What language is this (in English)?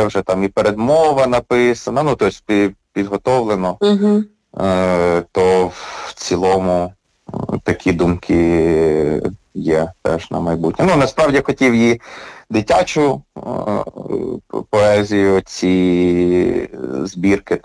Ukrainian